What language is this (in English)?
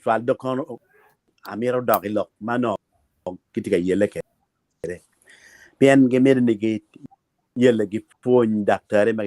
Acoli